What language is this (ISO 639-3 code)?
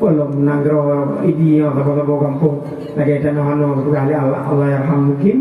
ace